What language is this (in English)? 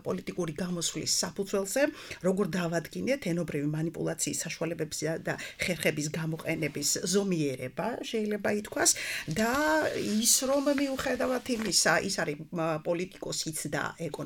Georgian